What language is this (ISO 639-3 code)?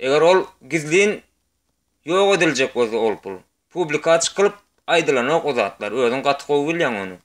tuk